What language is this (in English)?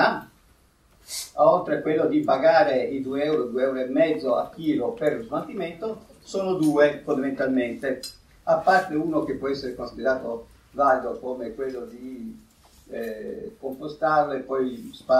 Italian